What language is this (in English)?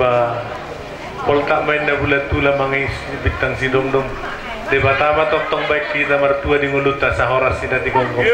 Batak Toba